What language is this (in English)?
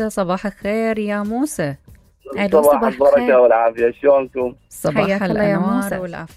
Mesopotamian Arabic